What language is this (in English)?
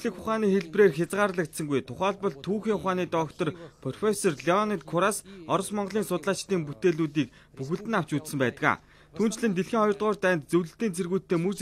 Mongolian